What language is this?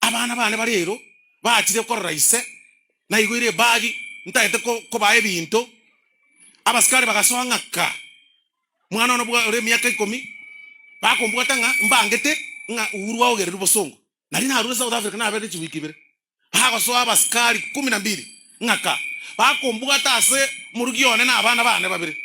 Gusii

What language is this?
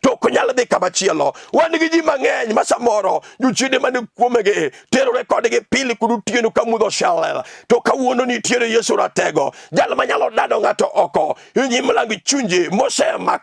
Luo (Kenya and Tanzania)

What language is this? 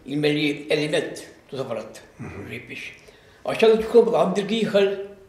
Chuvash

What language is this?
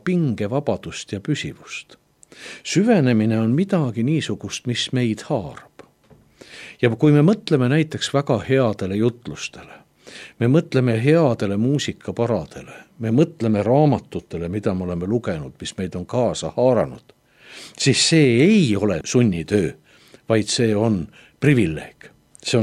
Estonian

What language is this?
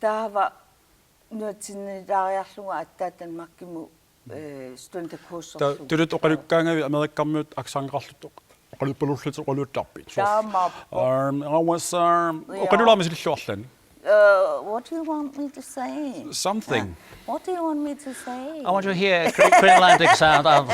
Kalaallisut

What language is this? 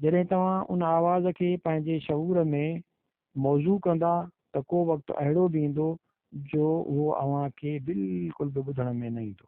Sindhi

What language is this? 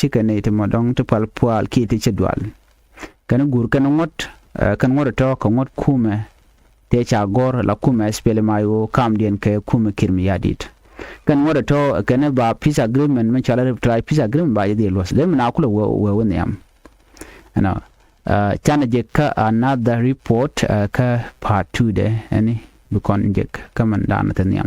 Nuer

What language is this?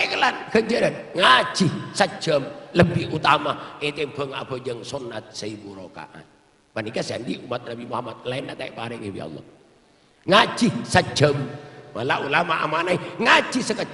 Madurese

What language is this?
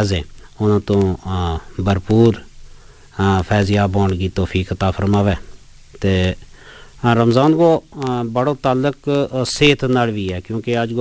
Gujari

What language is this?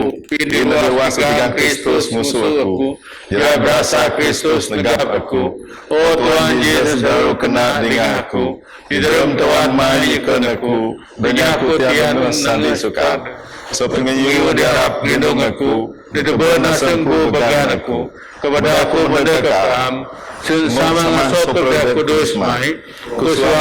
Biatah Bidayuh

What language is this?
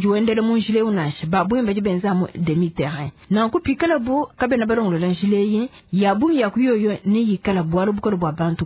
Luba-Lulua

